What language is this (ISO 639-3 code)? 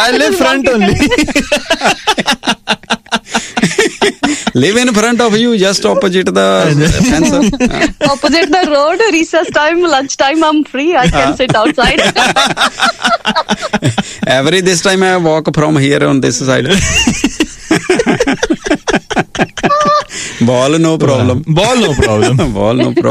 pan